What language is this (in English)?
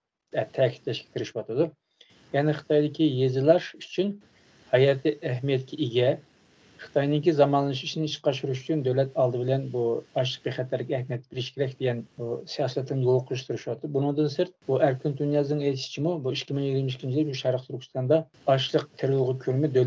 Uyghur